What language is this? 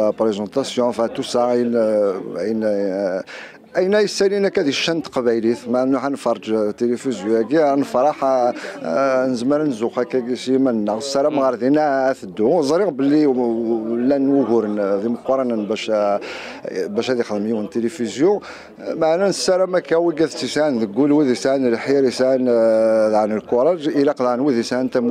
Kabyle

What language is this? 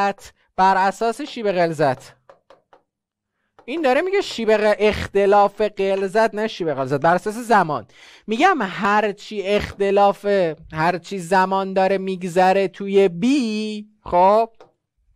Persian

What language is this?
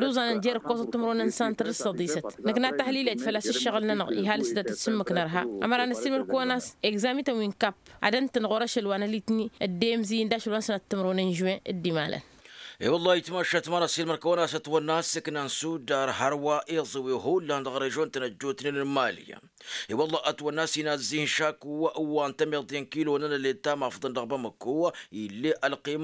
Tamasheq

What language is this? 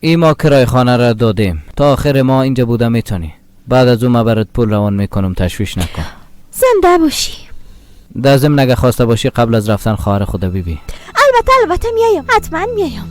Persian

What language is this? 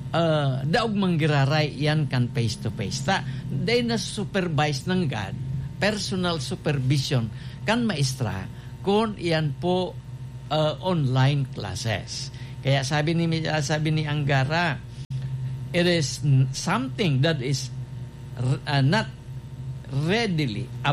Bikol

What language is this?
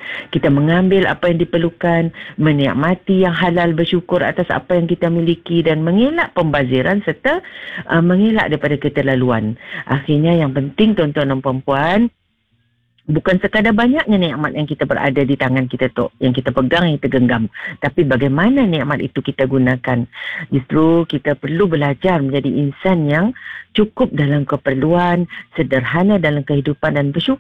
Malay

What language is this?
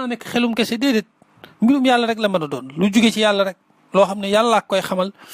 Wolof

